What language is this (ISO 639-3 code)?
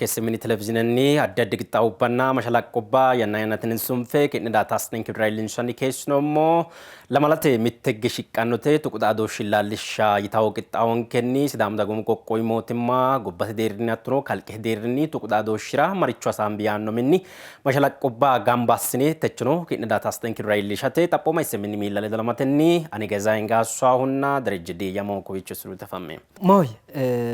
sid